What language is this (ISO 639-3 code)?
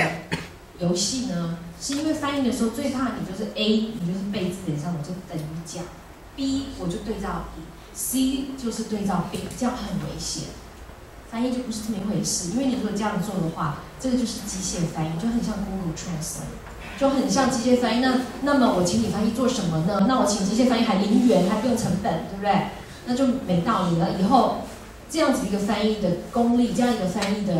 zho